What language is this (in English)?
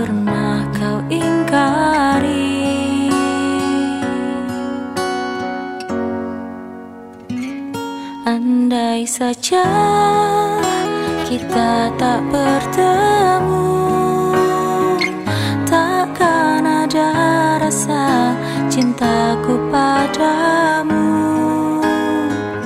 Indonesian